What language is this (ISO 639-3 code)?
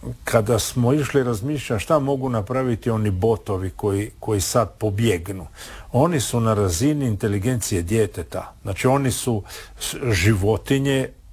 hrv